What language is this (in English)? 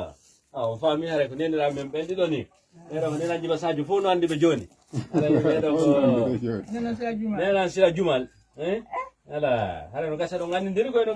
Fula